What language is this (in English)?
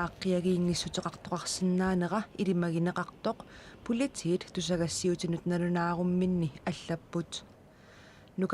Kalaallisut